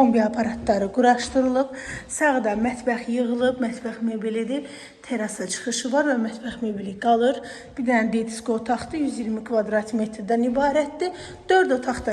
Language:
Azerbaijani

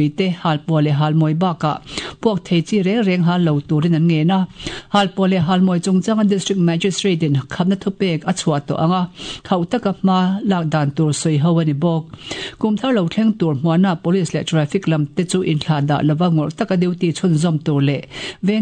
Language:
Mizo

